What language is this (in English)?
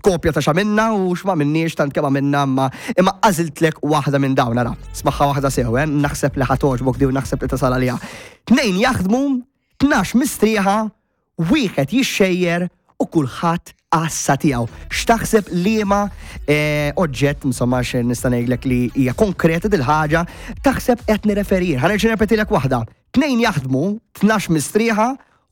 Maltese